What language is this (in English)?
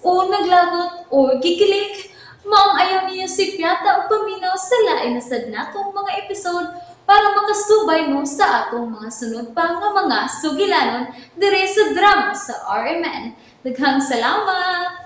Cebuano